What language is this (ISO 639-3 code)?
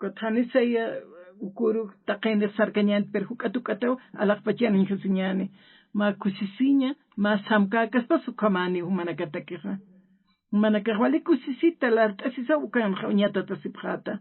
aym